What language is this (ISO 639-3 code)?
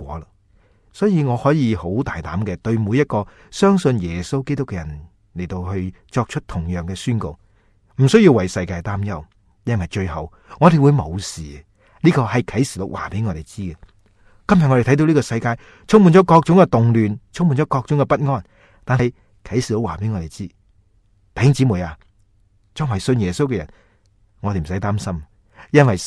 yue